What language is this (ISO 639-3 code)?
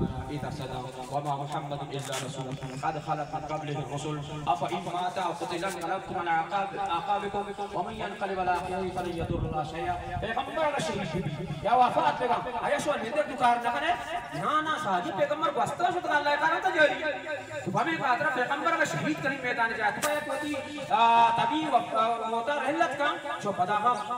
bal